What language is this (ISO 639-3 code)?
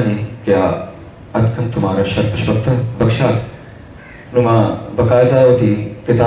bgp